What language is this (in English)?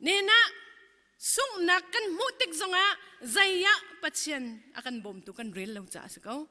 Hakha Chin